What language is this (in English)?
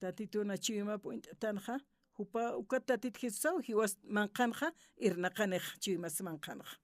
Aymara